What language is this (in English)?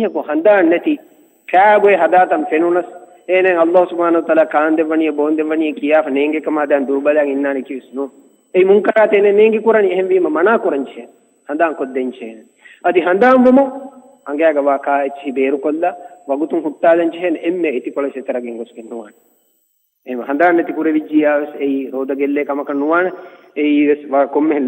Divehi